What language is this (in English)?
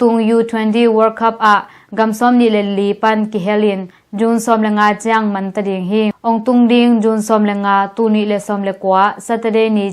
Tedim Chin